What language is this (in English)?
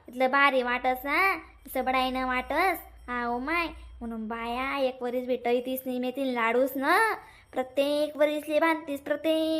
Khandesi